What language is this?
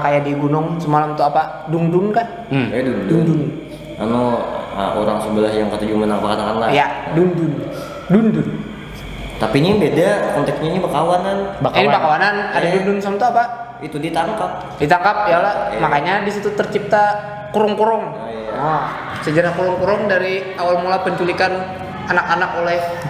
Banjar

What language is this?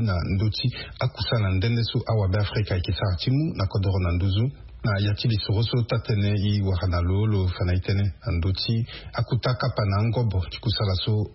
Sango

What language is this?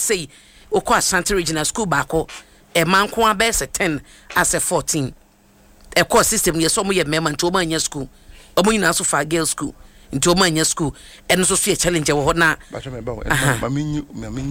Akan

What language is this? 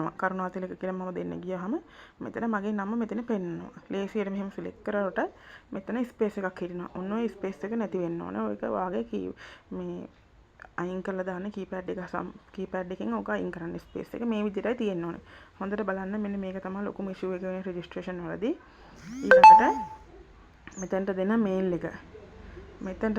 Sinhala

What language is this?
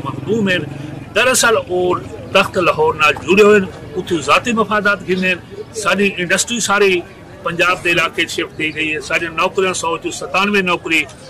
Saraiki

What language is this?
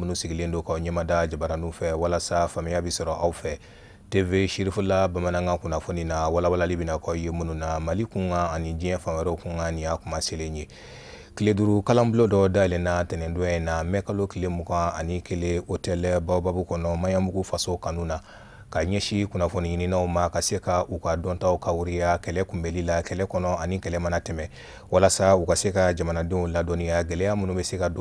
Bambara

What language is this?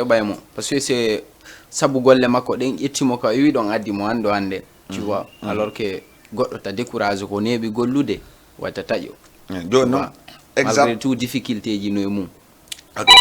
Fula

